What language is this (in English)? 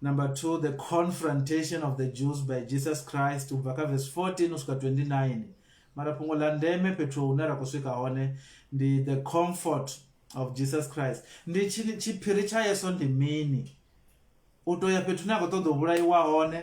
Venda